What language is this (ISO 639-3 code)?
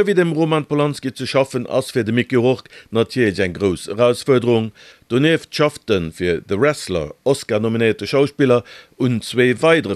ltz